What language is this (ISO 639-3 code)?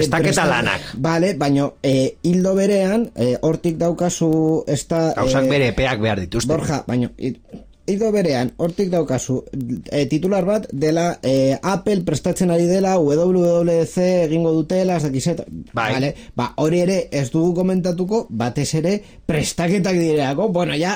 eus